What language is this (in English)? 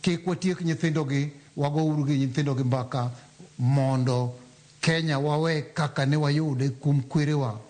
Luo (Kenya and Tanzania)